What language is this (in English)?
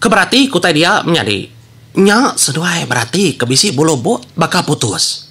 Iban